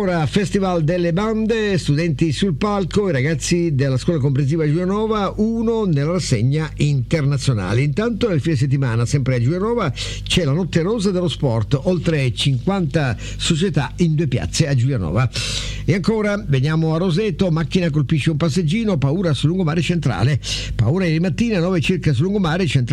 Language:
Italian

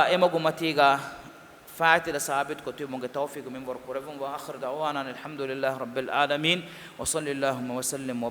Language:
Divehi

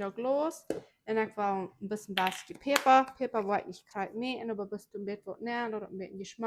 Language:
Plautdietsch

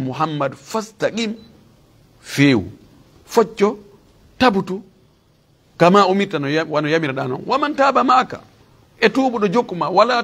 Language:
Pular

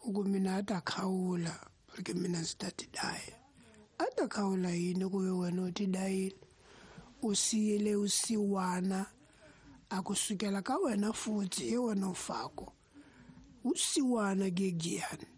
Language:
Tsonga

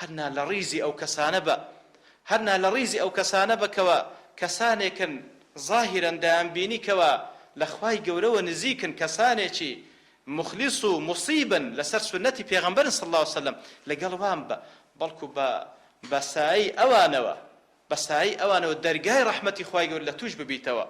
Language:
Central Kurdish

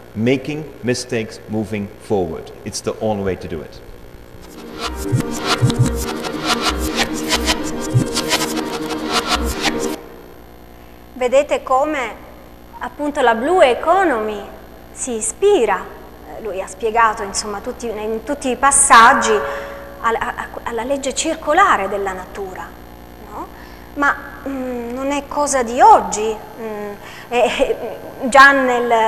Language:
Italian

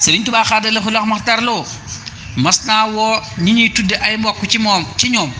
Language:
Wolof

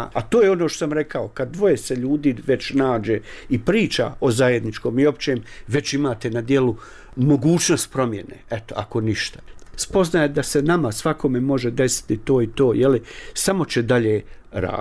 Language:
Bosnian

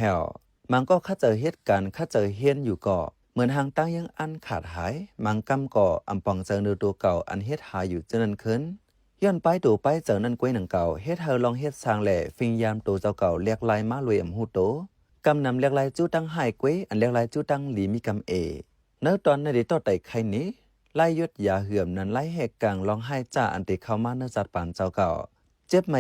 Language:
Shan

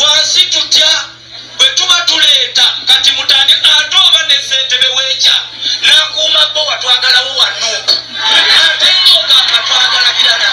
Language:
Ganda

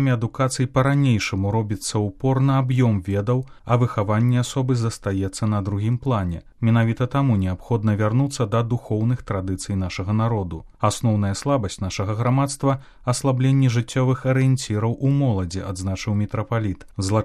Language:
Belarusian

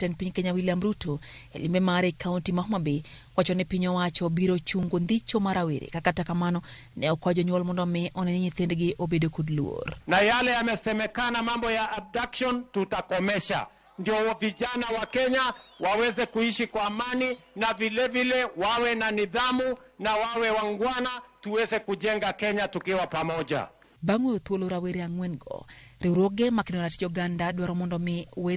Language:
Luo (Kenya and Tanzania)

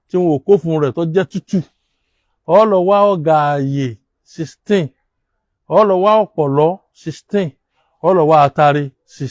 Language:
Yoruba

